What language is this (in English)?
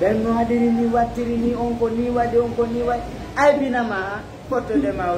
Fula